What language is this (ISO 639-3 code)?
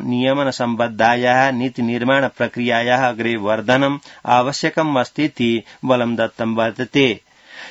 san